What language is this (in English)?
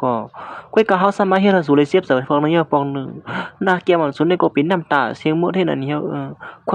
Shan